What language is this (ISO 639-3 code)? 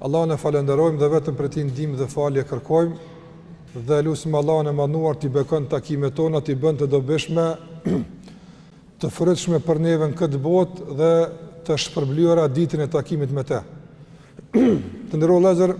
sqi